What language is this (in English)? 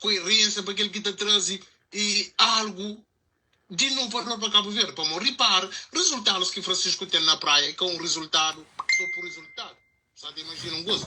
Kabuverdianu